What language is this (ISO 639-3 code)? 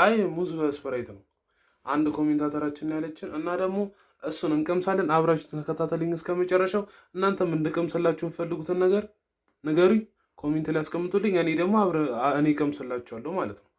amh